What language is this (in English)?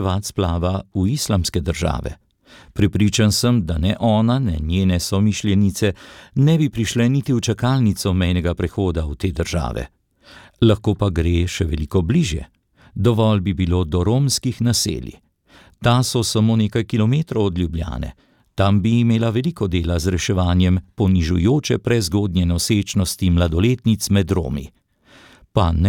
Slovenian